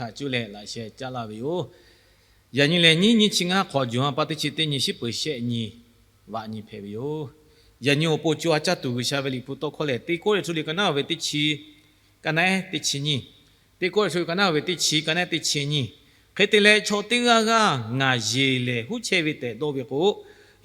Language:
Lahu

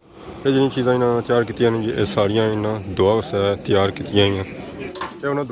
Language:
Pahari-Potwari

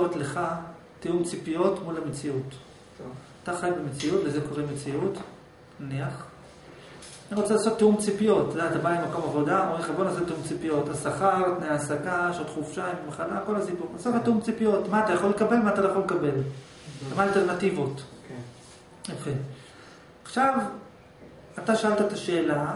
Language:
Hebrew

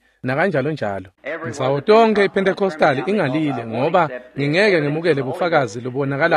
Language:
Swati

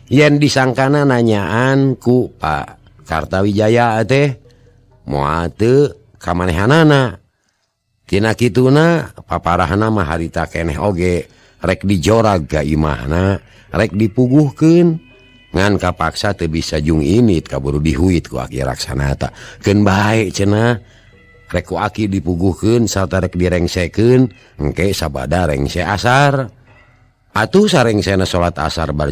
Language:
Sundanese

